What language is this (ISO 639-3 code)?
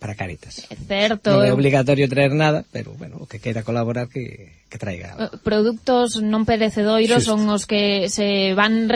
glg